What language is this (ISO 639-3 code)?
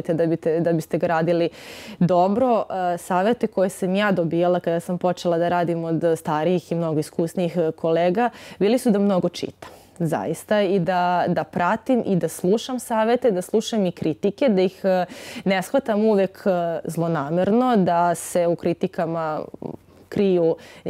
srp